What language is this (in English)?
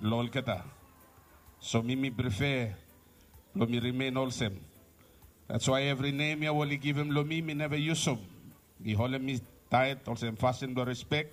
Bislama